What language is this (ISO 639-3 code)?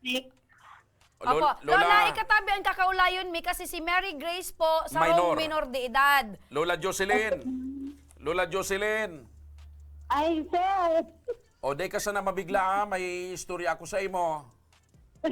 bik